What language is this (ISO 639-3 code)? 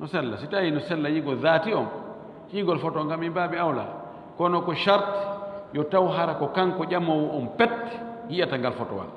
ful